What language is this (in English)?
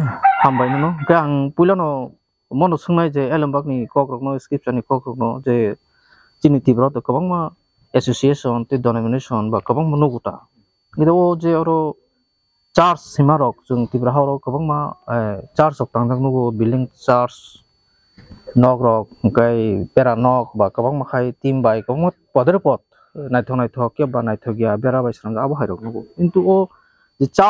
Kok Borok